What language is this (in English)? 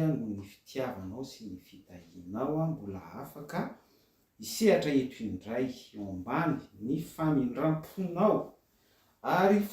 Malagasy